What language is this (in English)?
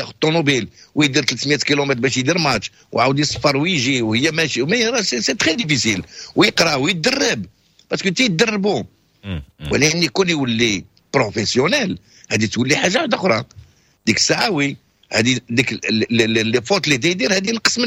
Moroccan Arabic